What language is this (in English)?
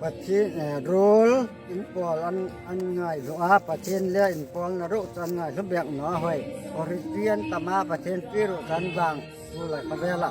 Hmar